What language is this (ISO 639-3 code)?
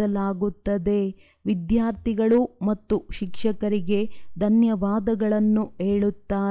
kan